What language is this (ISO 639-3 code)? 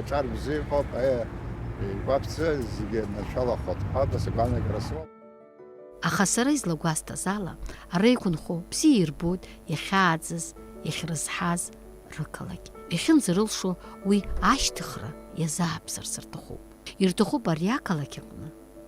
abk